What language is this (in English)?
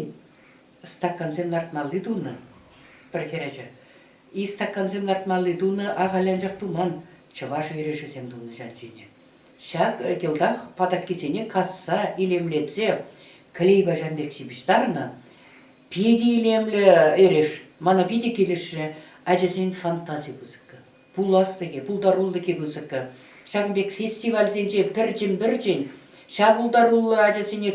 Chuvash